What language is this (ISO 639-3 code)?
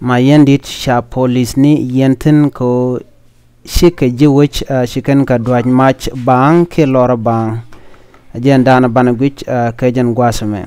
nus